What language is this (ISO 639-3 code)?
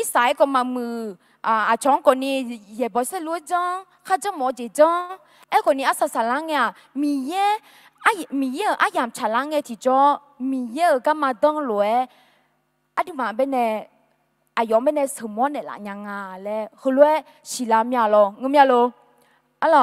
ahk